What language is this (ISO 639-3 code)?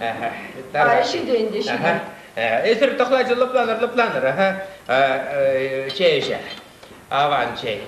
chv